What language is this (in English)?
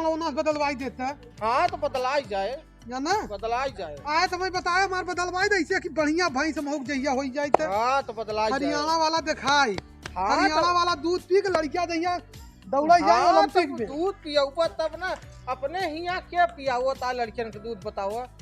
Awadhi